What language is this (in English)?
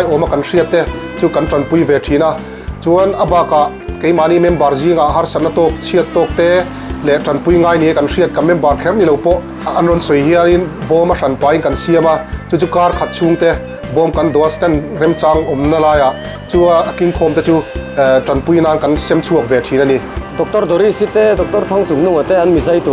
Mizo